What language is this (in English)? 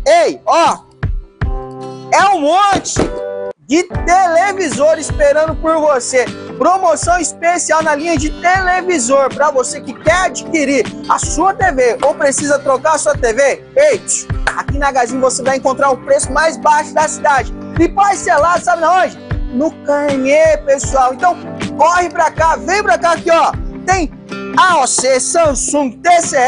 Portuguese